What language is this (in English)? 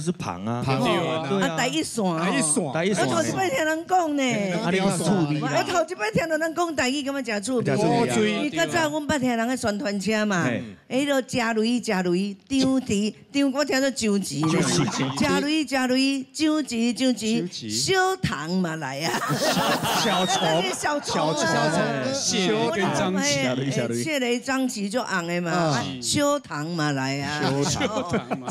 Min Nan Chinese